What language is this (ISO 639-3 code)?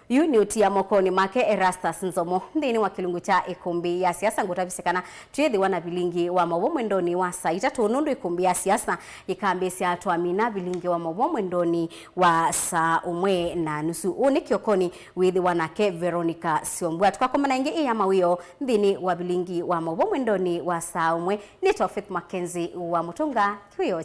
kam